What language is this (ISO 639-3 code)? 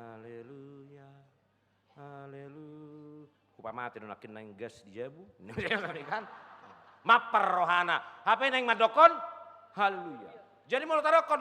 bbc